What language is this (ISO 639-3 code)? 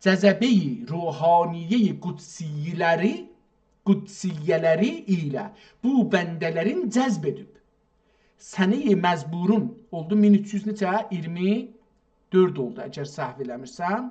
azb